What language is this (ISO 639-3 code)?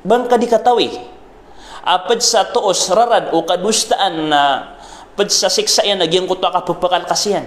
mrw